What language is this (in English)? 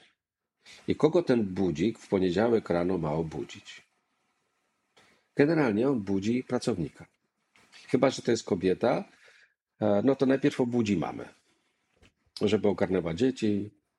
Polish